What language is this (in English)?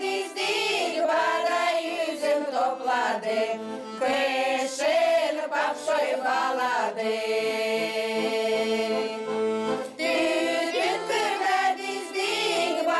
Gagauz